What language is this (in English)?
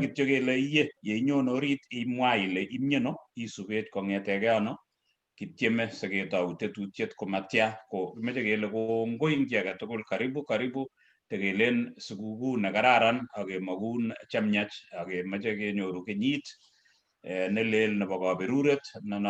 Kalenjin